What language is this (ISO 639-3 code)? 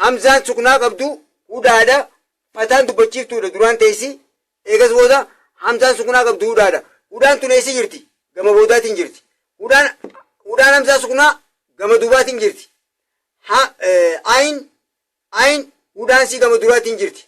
orm